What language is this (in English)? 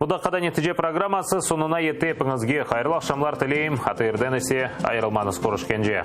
Crimean Tatar